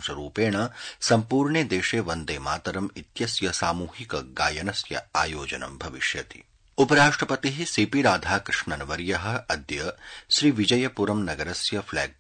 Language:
Sanskrit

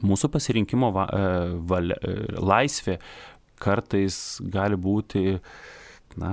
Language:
Lithuanian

